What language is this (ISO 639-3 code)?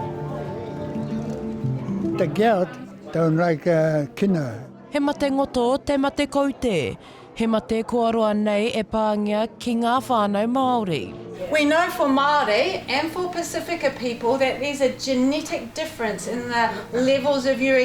mri